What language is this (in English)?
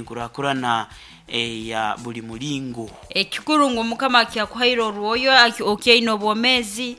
Nyoro